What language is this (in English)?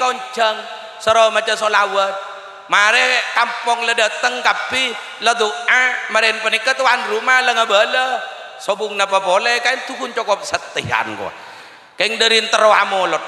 Madurese